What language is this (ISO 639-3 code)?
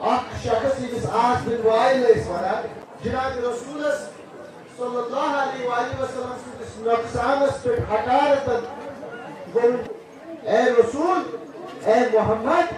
kas